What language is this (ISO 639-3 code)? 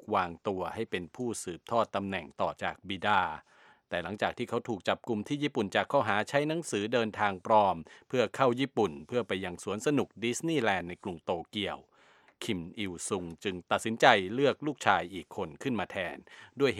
tha